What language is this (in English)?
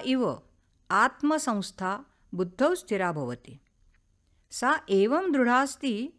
Sanskrit